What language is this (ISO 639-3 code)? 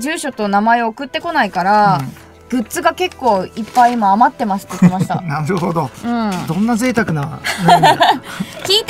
jpn